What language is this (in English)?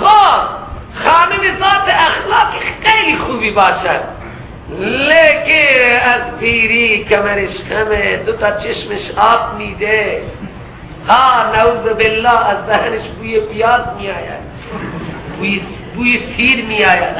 Persian